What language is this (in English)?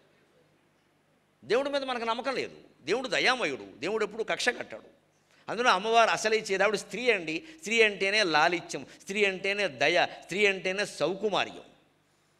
Telugu